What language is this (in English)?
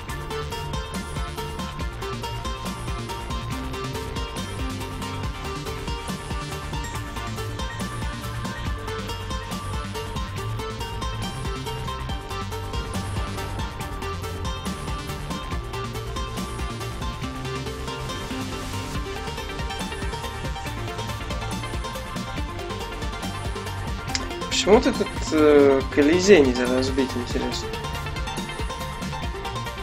Russian